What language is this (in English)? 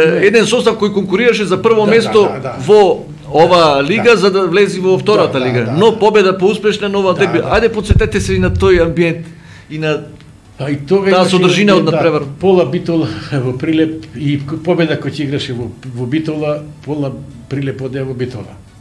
Macedonian